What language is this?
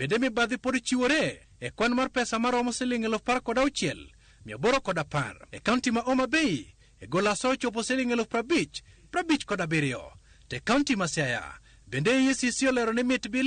Luo (Kenya and Tanzania)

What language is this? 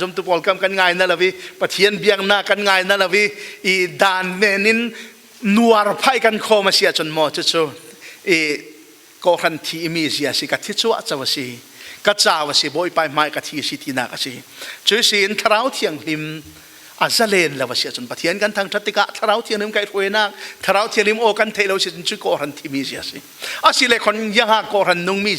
Falam Chin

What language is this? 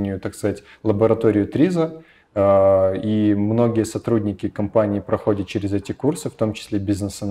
Russian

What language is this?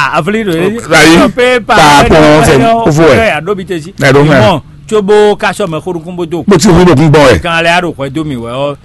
Fon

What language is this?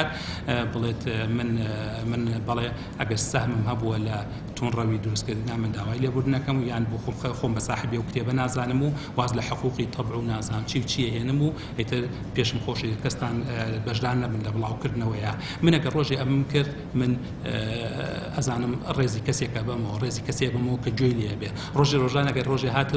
Central Kurdish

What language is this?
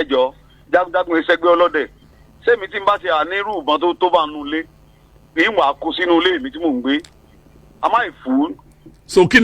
Yoruba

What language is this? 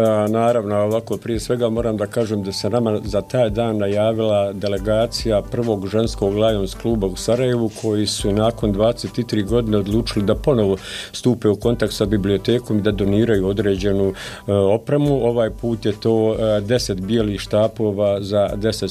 Bosnian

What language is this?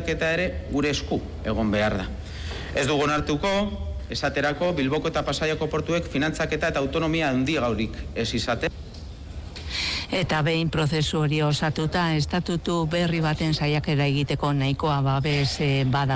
Basque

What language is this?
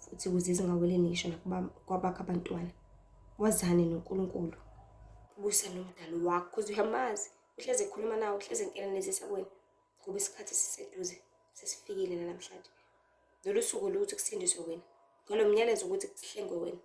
Zulu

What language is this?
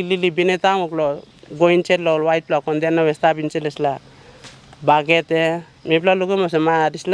Tok Pisin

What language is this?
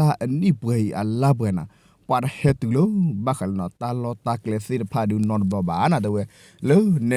S'gaw Karen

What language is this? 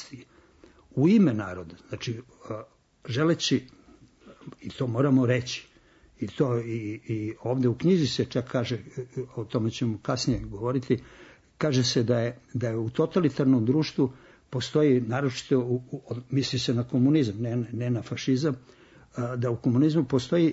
Serbian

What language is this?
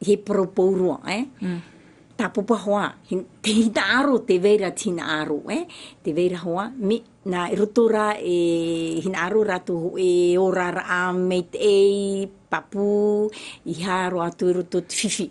Tahitian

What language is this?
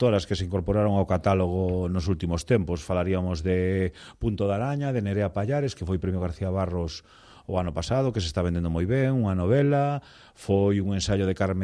Galician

